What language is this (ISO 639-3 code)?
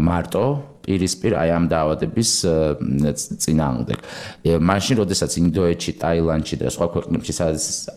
kat